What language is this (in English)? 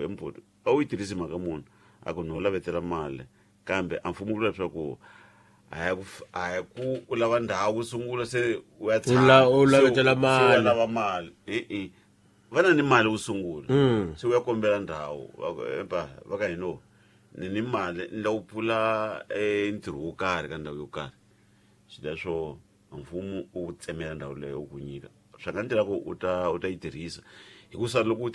Tsonga